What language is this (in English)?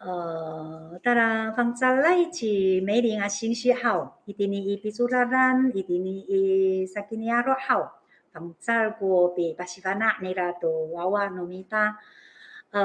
Amis